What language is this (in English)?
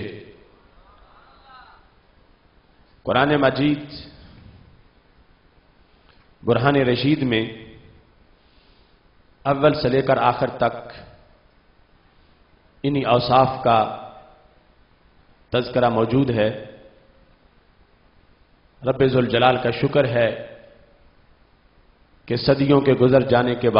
Urdu